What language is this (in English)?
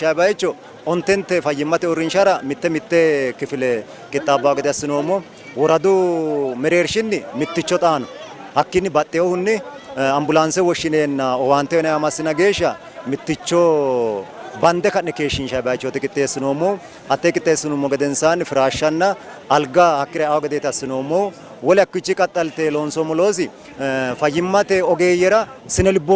Sidamo